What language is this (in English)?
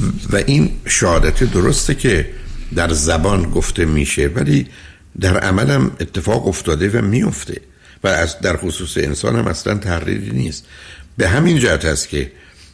Persian